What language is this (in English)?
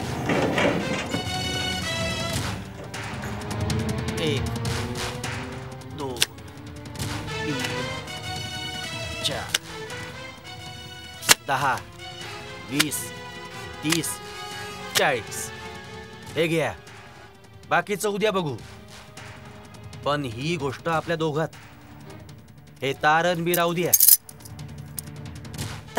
Marathi